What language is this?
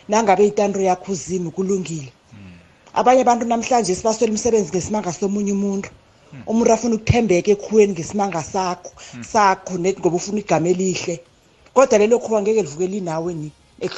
South Ndebele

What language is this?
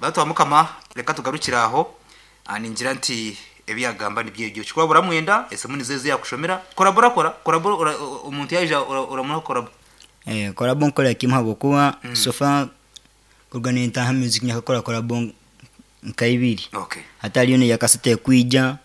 Nyankole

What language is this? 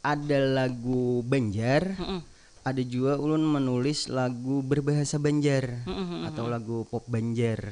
Banjar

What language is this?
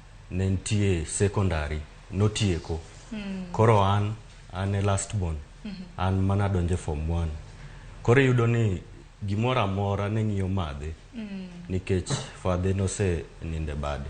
Luo (Kenya and Tanzania)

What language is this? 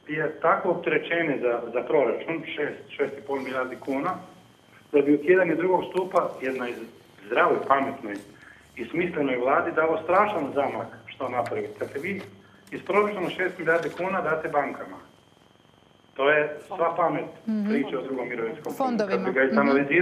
Croatian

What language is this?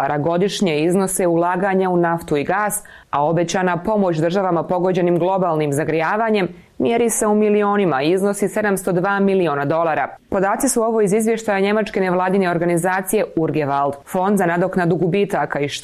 Bosnian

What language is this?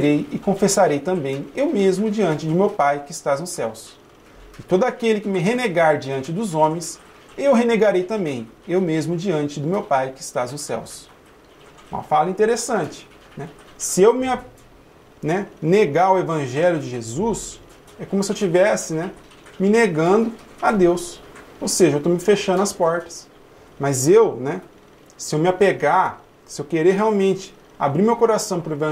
Portuguese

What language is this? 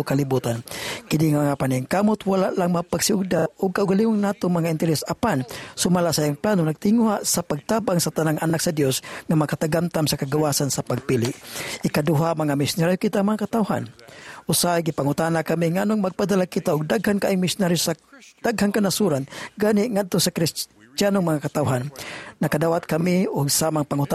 Cebuano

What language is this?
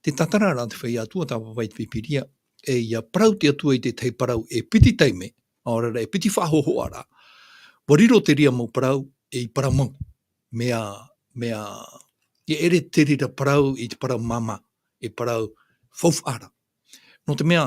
Tahitian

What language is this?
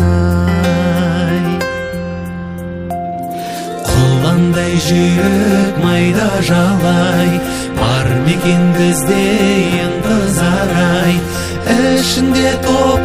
Kazakh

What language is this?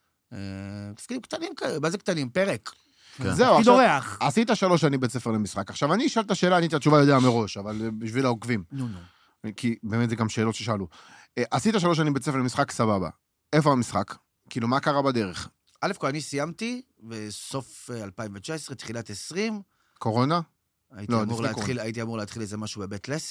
Hebrew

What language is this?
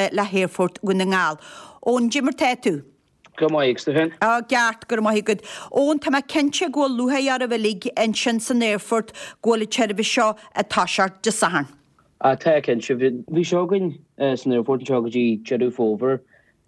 Irish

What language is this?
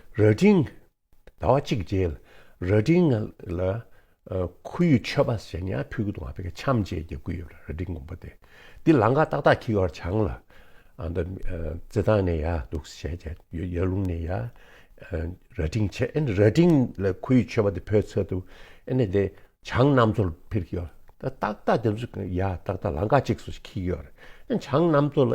Tibetan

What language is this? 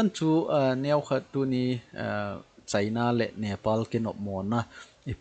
Thado Chin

